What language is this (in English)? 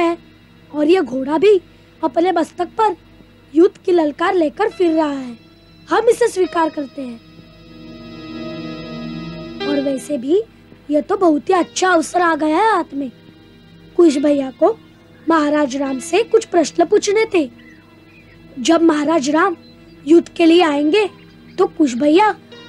Hindi